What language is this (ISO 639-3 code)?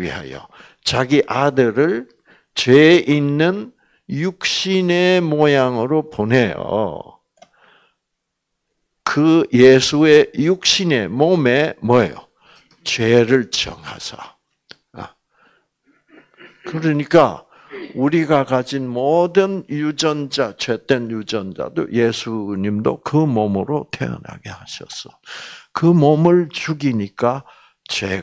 kor